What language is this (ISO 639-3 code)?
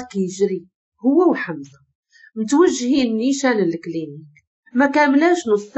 ary